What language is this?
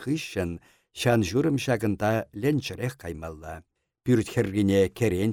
Chuvash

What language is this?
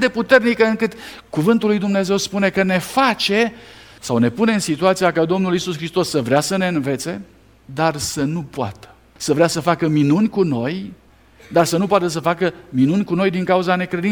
Romanian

